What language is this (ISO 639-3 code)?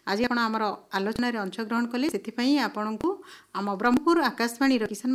ori